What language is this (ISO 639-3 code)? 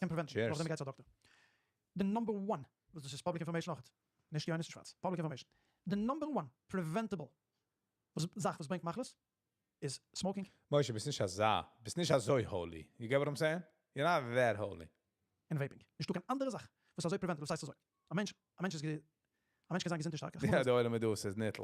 yid